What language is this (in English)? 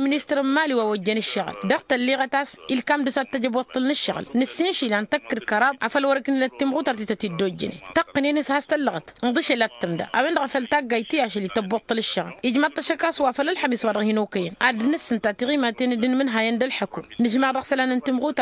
Tamasheq